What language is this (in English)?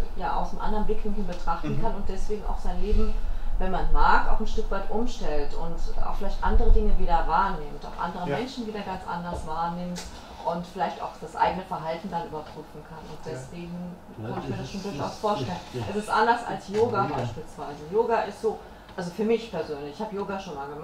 German